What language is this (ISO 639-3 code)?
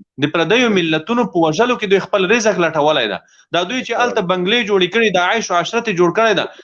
pus